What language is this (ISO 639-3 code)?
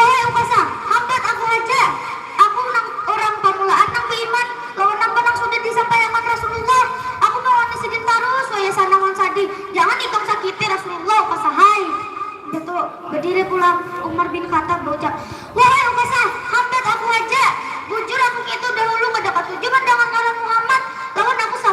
bjn